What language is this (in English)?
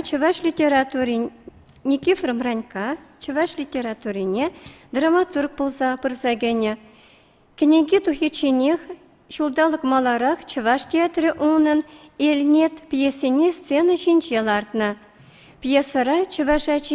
Chuvash